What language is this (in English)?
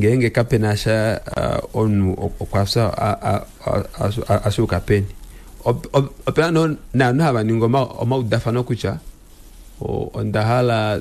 Kuanyama